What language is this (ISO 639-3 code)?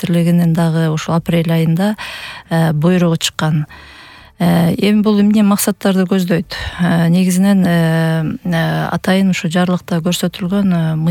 kir